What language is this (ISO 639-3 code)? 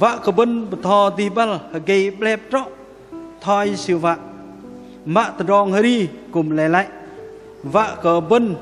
bdq